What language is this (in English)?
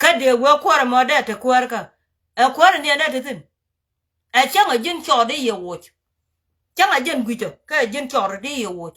Nuer